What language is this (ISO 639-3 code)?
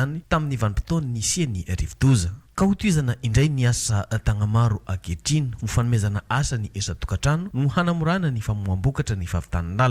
mlg